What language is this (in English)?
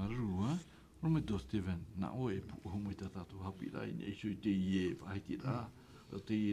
Tahitian